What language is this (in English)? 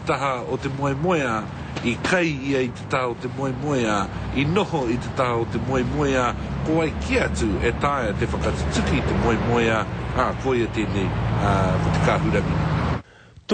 Māori